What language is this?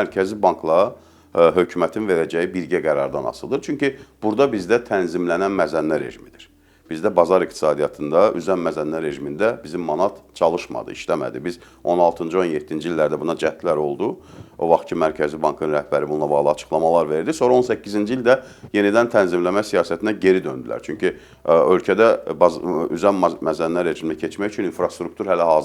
Azerbaijani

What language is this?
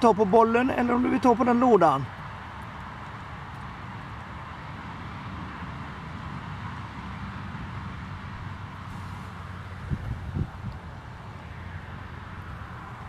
Swedish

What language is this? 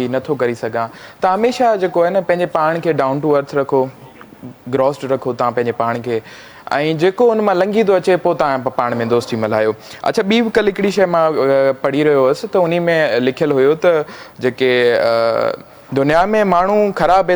Sindhi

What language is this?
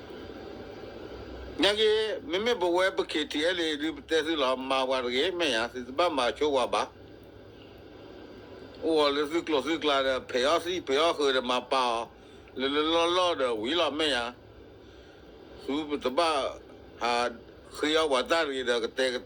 S'gaw Karen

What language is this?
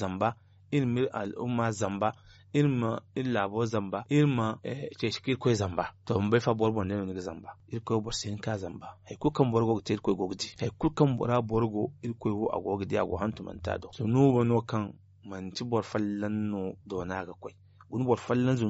Zarma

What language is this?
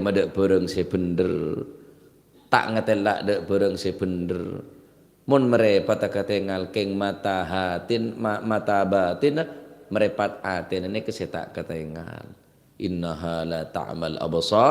Madurese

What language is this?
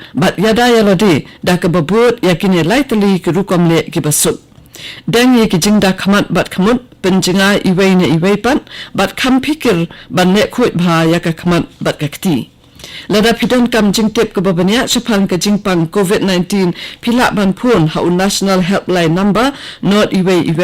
Khasi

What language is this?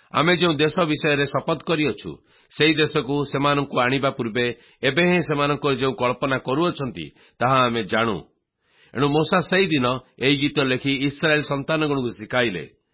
Odia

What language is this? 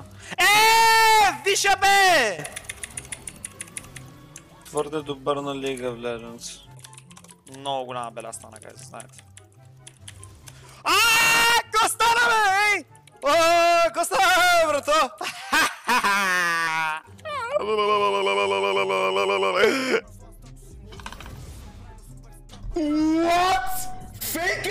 Bulgarian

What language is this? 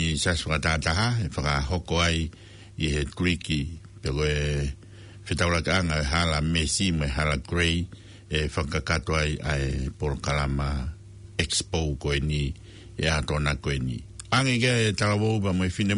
Tongan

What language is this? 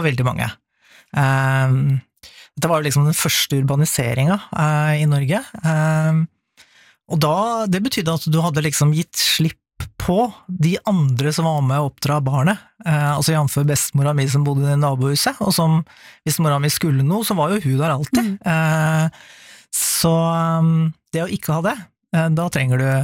Norwegian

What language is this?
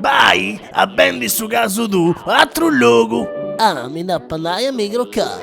Sardinian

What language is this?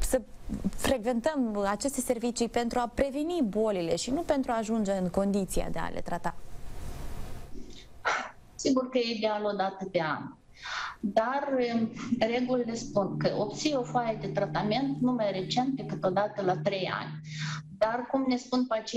Romanian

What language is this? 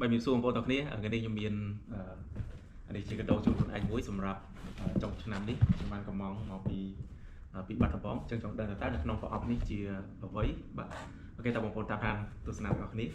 Khmer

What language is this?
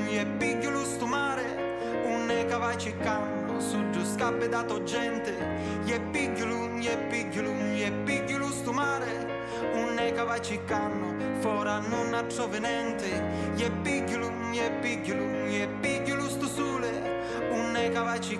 Sicilian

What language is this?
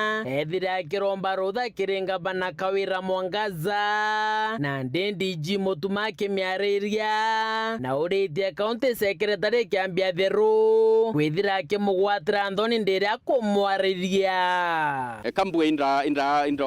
Meru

